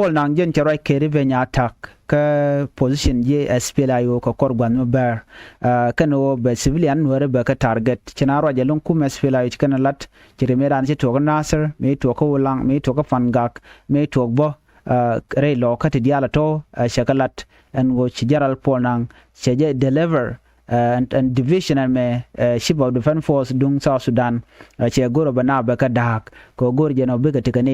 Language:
Nuer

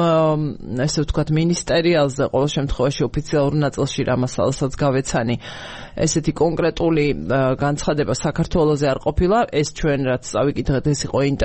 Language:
Georgian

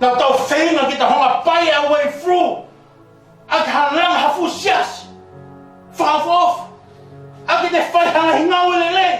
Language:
Tongan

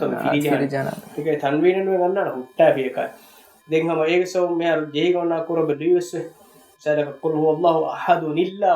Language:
Divehi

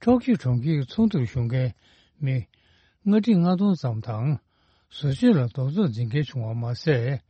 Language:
Tibetan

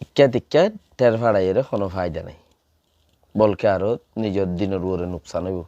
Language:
Rohingya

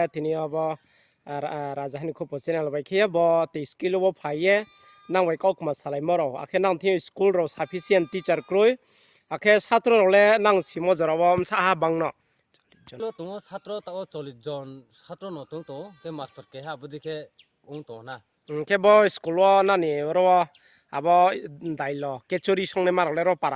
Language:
Riang (India)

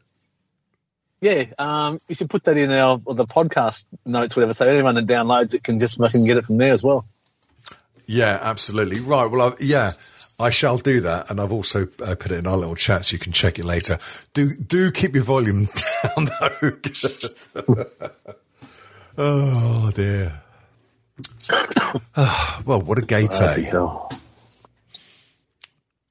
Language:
English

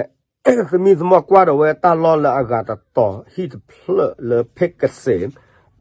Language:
S'gaw Karen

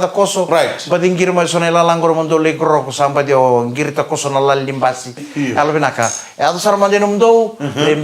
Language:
Fijian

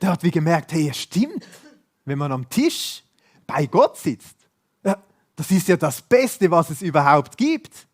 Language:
Swiss German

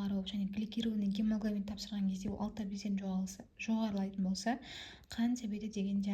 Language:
Kazakh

